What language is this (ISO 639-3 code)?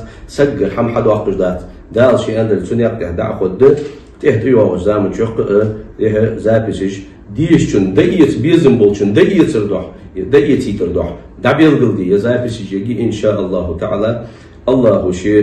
inh